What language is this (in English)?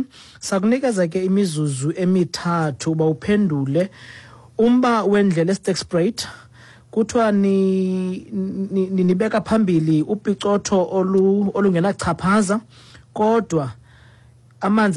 Xhosa